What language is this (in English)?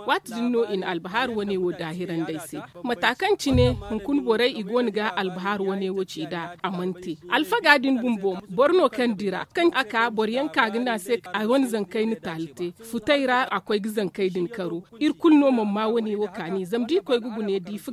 Zarma